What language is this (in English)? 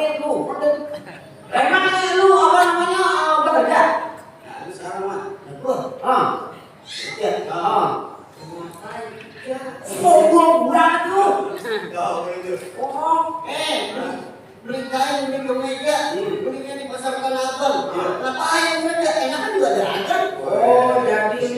Betawi